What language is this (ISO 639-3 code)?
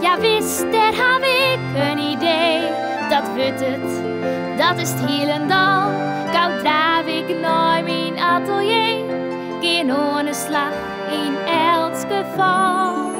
fry